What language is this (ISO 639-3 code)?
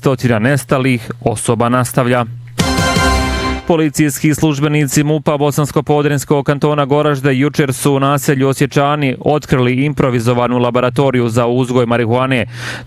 bos